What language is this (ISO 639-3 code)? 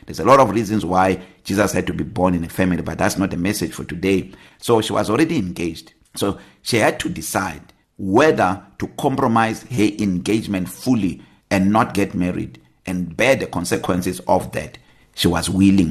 eng